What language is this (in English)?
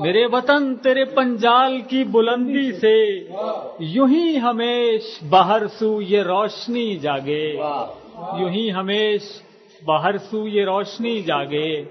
Gujari